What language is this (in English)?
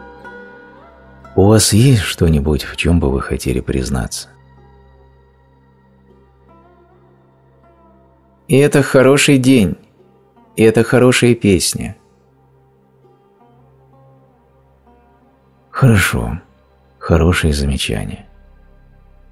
Russian